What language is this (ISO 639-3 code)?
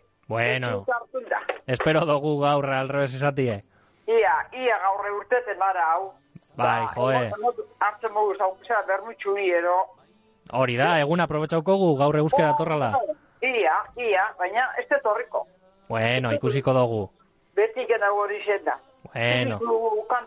eus